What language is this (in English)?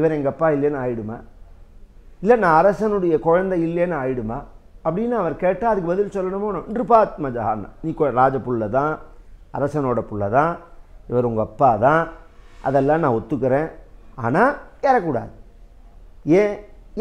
Tamil